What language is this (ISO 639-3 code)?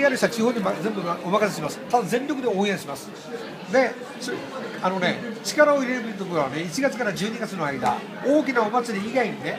jpn